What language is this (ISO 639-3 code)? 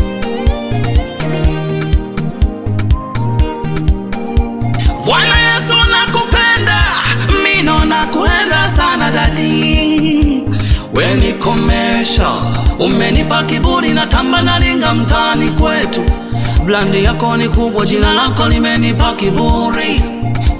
swa